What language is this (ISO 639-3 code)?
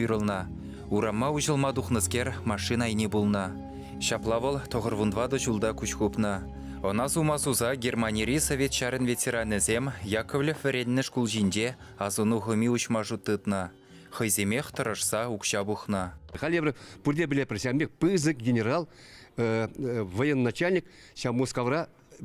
chv